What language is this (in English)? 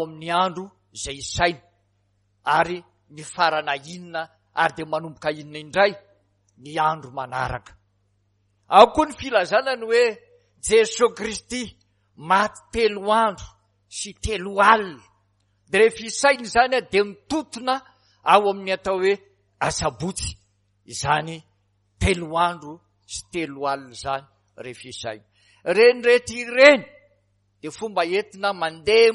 Malagasy